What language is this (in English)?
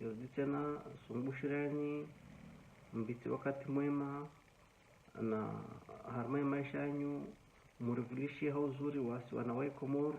Ngazidja Comorian